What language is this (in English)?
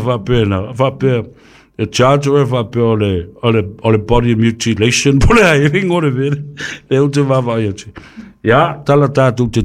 Samoan